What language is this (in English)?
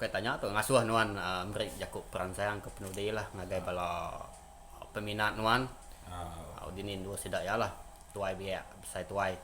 Iban